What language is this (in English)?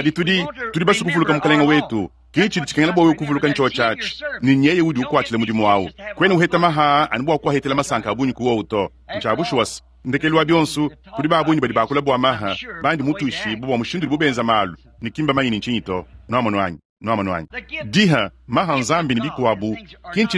Luba-Lulua